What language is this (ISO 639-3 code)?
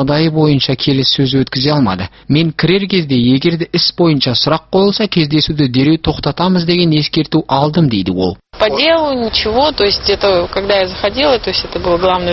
kaz